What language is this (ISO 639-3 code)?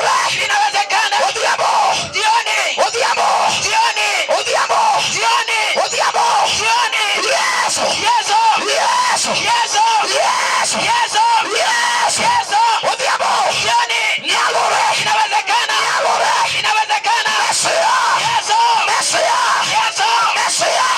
luo